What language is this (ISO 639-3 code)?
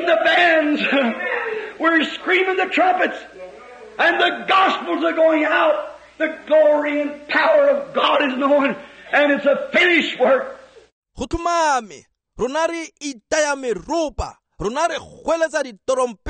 tsn